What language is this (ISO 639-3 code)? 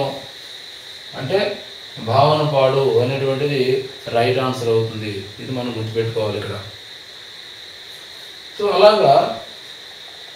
tel